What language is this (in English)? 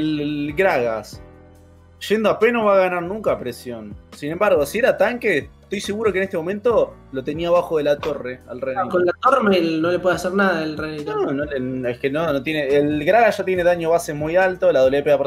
Spanish